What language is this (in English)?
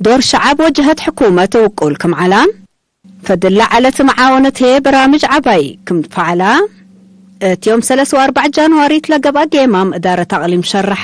Tigre